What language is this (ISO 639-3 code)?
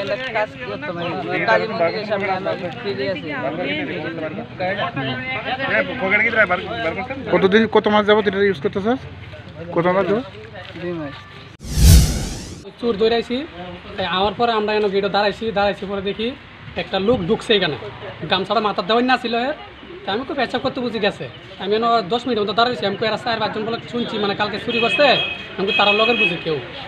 ben